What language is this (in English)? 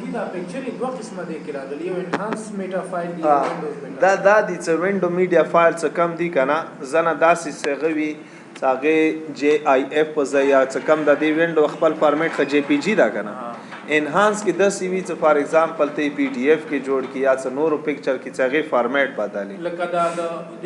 Pashto